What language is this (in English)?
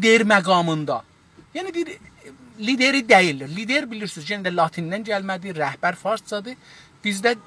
South Azerbaijani